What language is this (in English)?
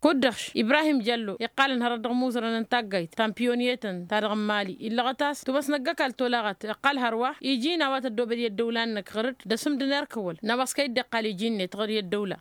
Tamasheq